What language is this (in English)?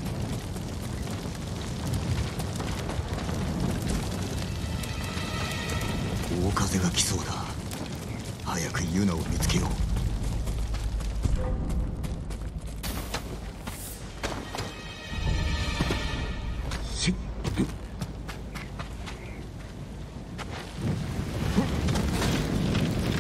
Japanese